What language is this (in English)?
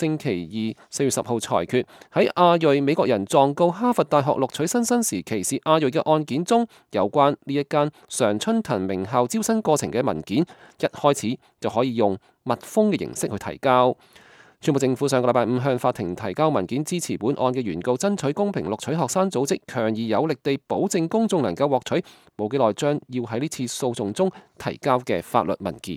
Cantonese